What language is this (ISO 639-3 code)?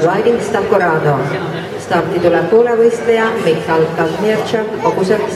est